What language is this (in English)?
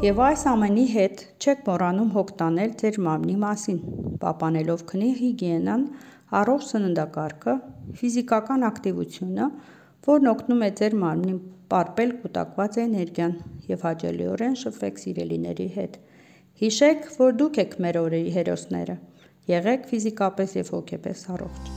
Armenian